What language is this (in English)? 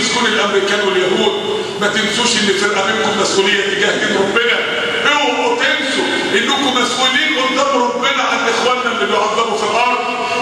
Egyptian Arabic